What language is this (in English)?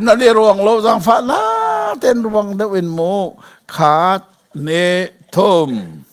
Hakha Chin